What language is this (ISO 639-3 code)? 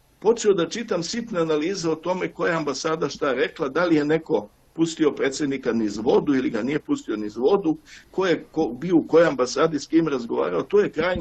srp